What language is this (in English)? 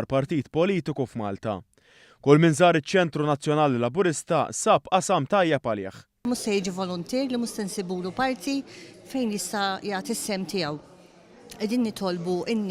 Maltese